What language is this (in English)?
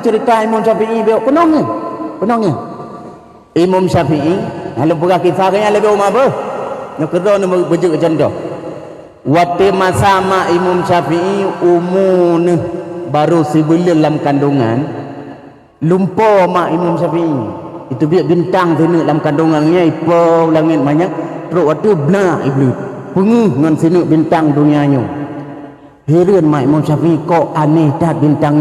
Achinese